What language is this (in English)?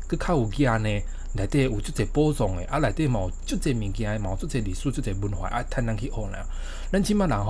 Min Nan Chinese